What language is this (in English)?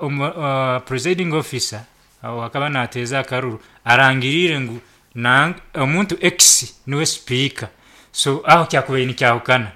Nyankole